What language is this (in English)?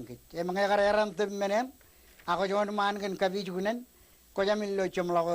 Marshallese